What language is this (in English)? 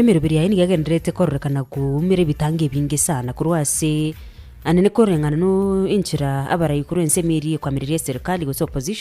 Gusii